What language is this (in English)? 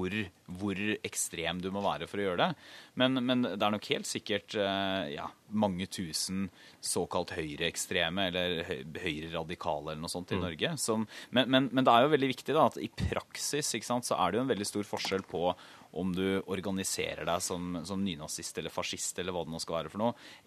Norwegian